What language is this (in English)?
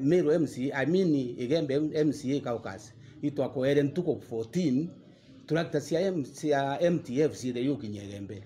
Meru